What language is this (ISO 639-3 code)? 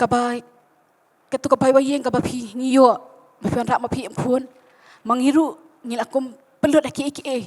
kha